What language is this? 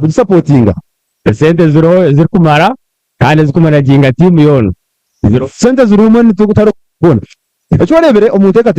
Nyankole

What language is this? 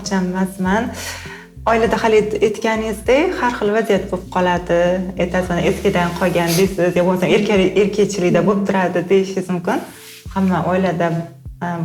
Uzbek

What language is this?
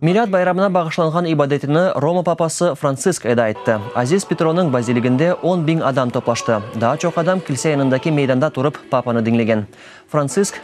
Crimean Tatar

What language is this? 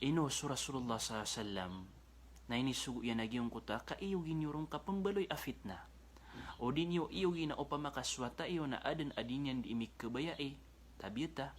Maranao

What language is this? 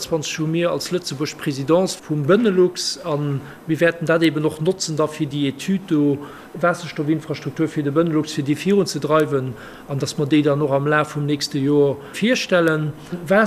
Luxembourgish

